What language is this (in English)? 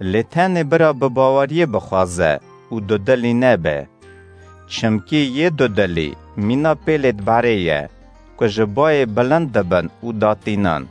Kurdish